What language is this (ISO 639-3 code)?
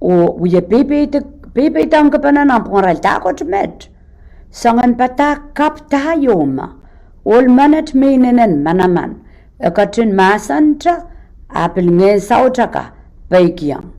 pon